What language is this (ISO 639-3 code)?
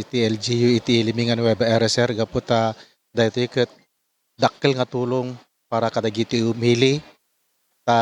ilo